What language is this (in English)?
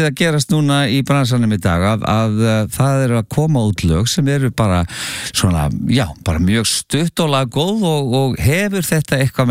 Icelandic